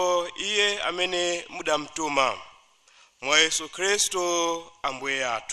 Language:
Nyanja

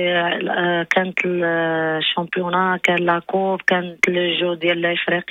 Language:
Moroccan Arabic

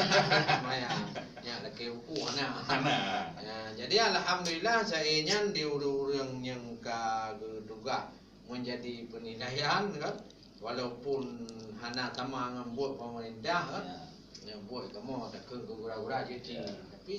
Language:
Achinese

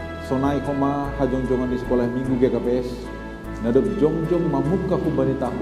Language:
Batak Simalungun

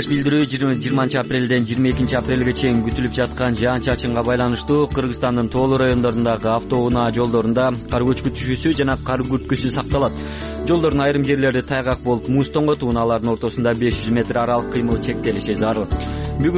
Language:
Kyrgyz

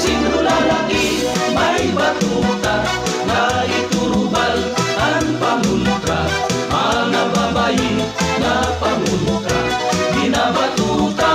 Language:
Waray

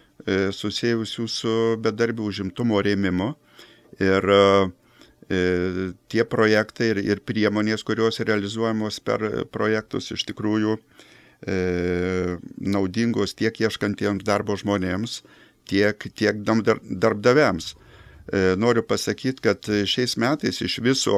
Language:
Lithuanian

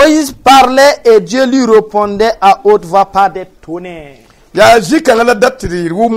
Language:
Mossi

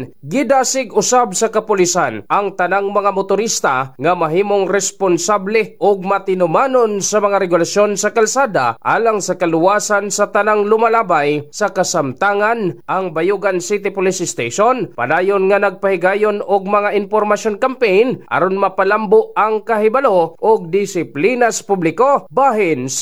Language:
Cebuano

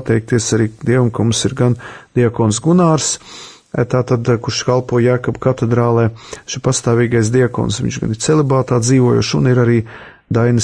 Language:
Latvian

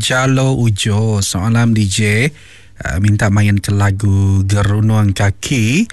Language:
Iban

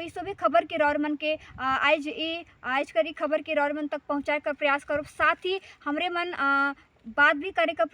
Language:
Sadri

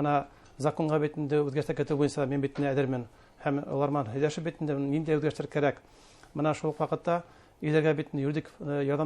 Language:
Bashkir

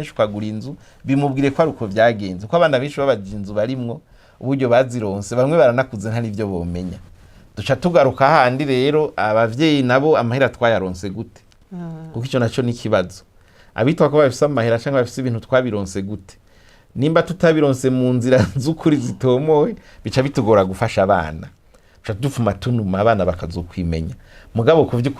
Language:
Rundi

